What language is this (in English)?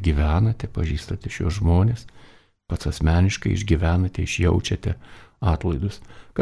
Lithuanian